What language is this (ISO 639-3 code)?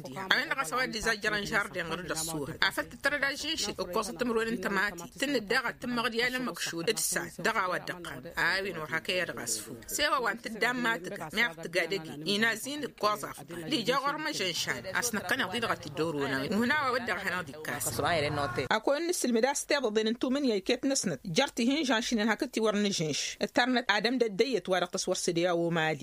taq